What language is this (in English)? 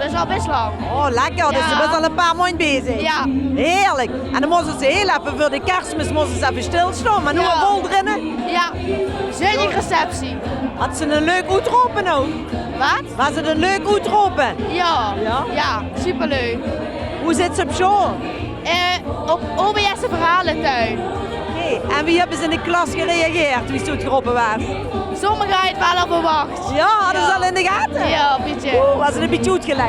Limburgish